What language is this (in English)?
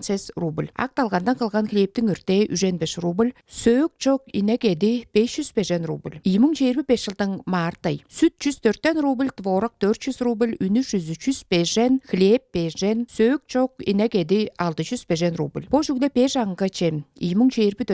Tuvinian